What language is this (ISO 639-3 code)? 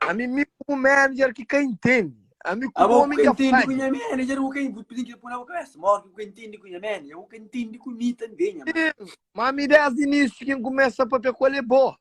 kea